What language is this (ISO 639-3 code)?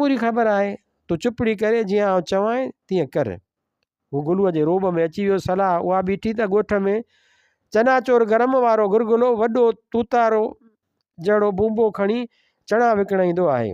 snd